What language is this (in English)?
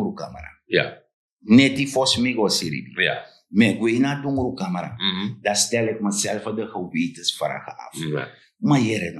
Sranan Tongo